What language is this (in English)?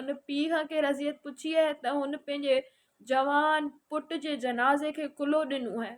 Sindhi